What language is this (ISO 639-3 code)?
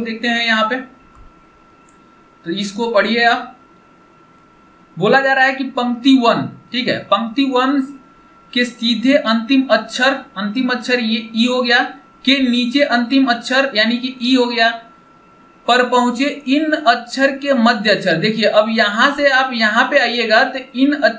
hin